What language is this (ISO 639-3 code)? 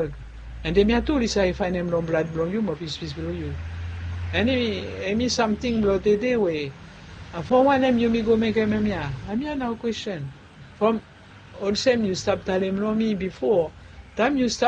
bis